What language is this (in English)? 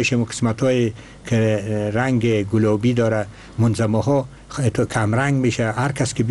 Persian